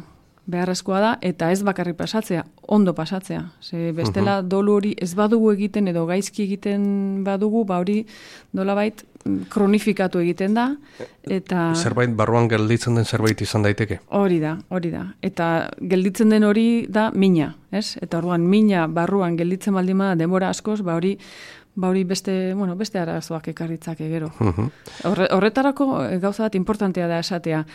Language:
Basque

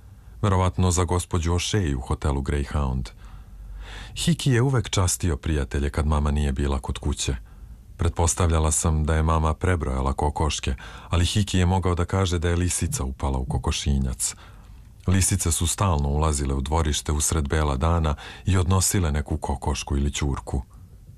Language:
Serbian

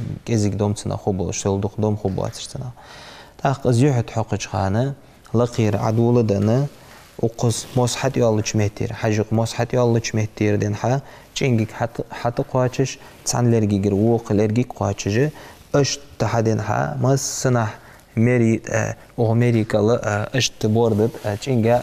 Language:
Ingush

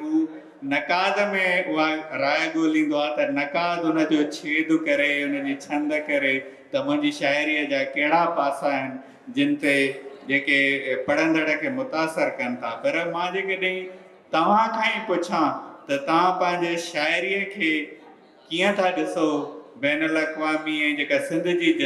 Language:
Sindhi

